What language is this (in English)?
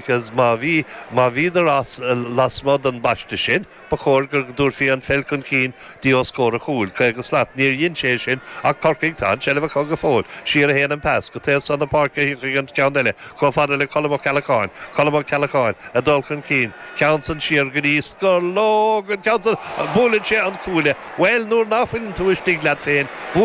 Irish